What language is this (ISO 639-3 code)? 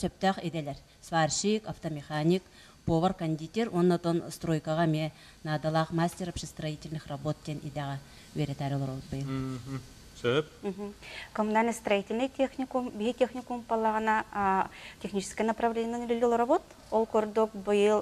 sah